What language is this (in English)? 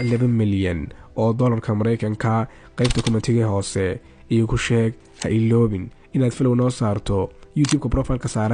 Somali